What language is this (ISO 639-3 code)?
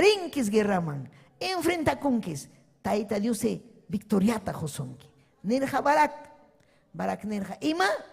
quy